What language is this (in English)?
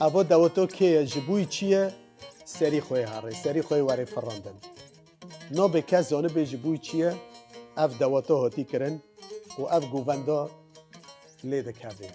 Kurdish